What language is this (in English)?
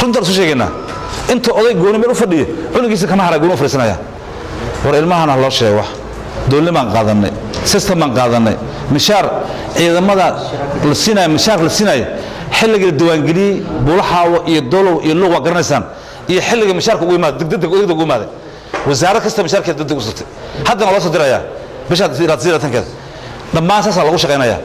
Somali